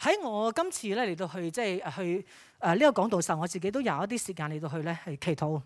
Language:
Cantonese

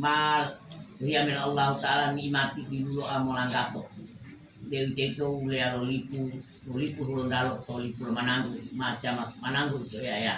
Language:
Gorontalo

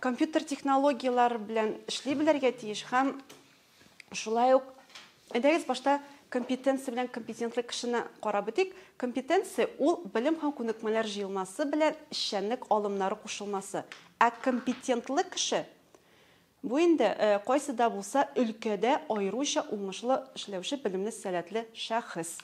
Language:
Tatar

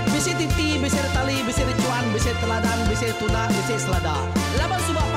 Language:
Iban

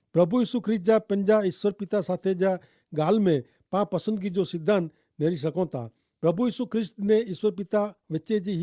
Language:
Kachhi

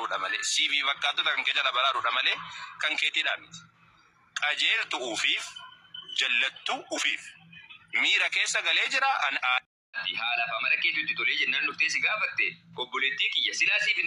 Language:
Oromo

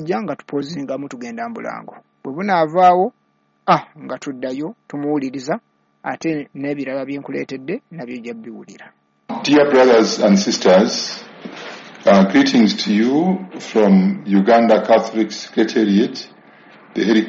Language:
Ganda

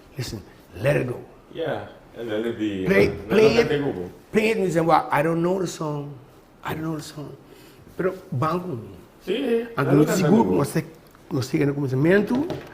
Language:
Papiamento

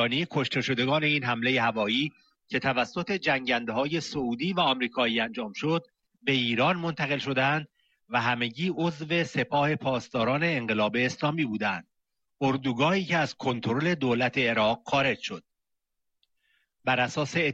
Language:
Persian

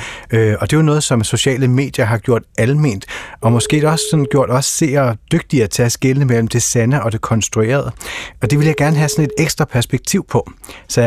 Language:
Danish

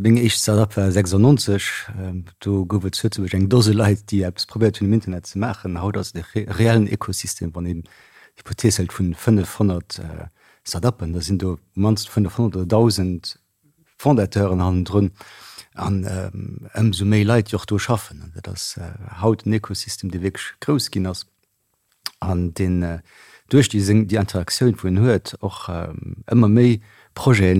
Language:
Luxembourgish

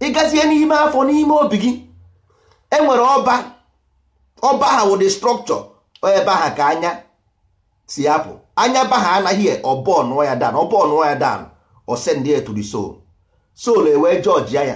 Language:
Igbo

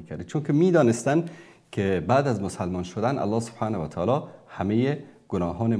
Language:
Persian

